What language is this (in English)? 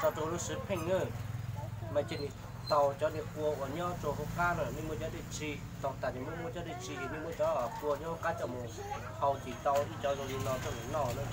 Hmong